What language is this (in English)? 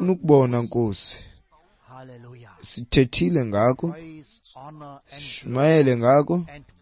Xhosa